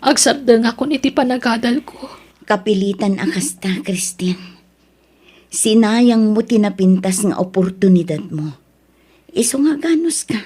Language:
Iloko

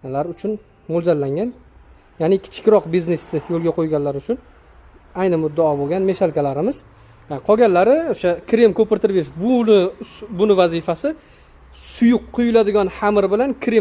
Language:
Uzbek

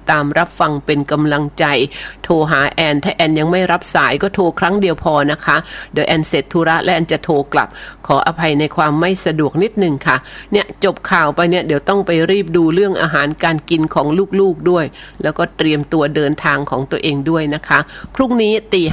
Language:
Thai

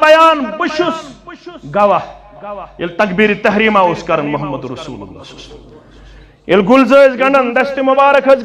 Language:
Kashmiri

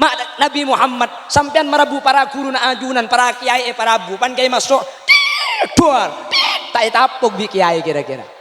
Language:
Madurese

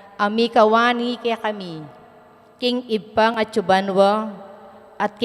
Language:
Pampanga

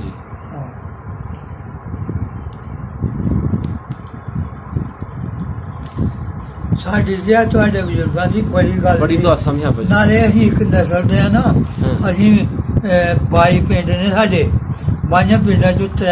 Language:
Punjabi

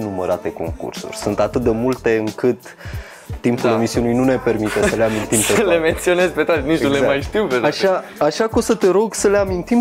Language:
Romanian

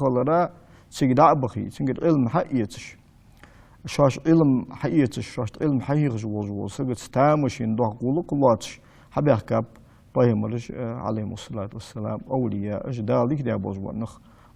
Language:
Ingush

